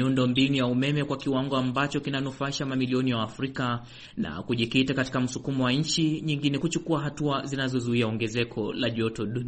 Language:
Swahili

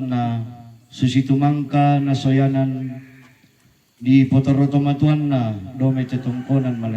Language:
Toraja-Sa'dan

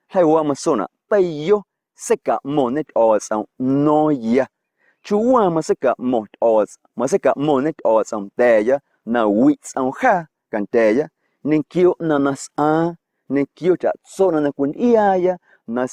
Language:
Guerrero Amuzgo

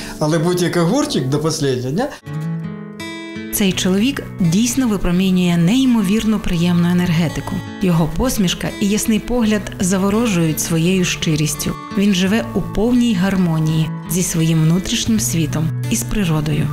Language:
Ukrainian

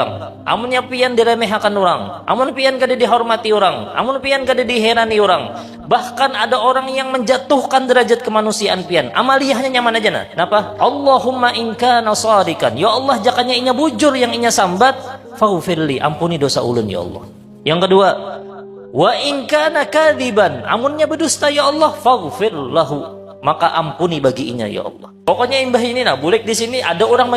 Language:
Banjar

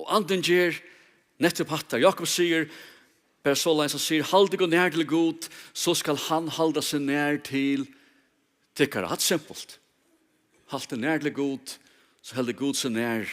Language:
Faroese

